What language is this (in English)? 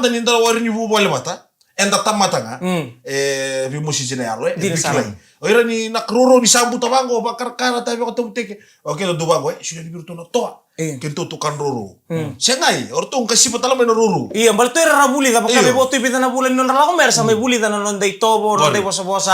Fijian